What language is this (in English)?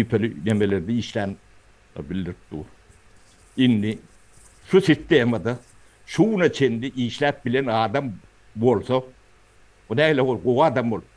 Turkmen